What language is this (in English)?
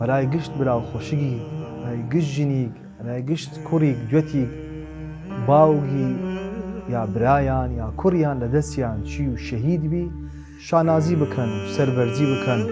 Southern Kurdish